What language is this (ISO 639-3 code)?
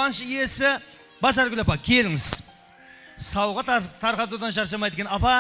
kaa